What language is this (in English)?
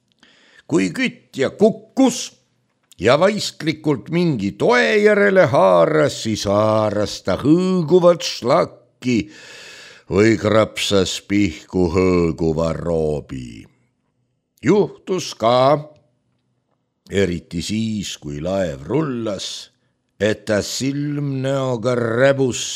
Estonian